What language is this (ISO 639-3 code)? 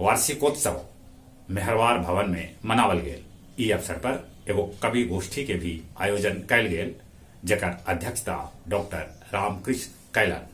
mag